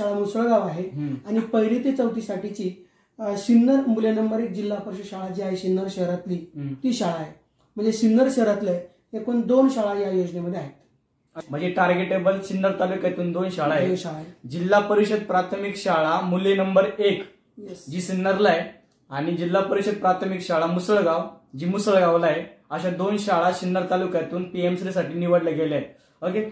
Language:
Marathi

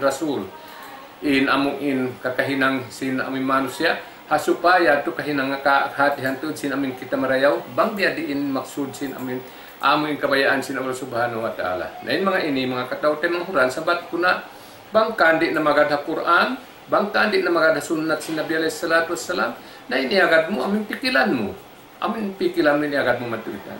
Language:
Tausug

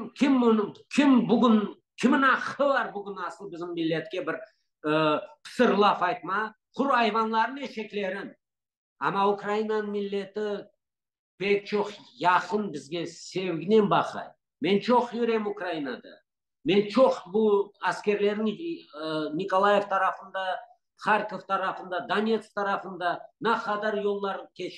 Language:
Crimean Tatar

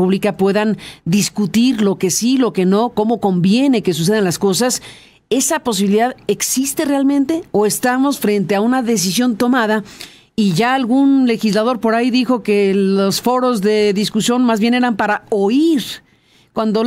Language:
Spanish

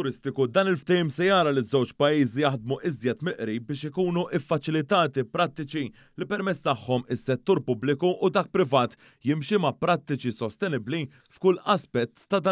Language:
Maltese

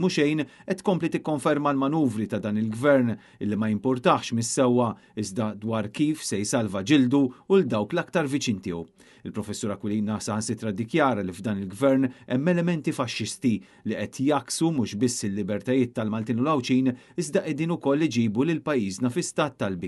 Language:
Maltese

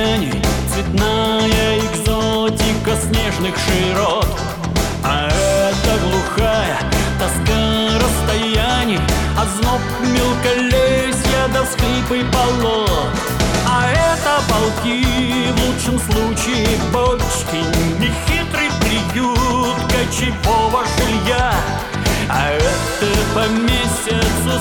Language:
Russian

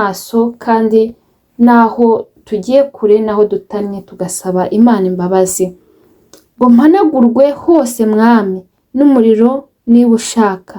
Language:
Kinyarwanda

